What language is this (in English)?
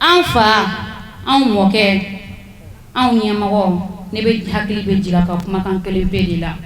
Bambara